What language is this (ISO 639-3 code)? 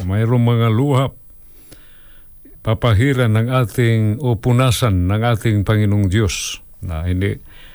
fil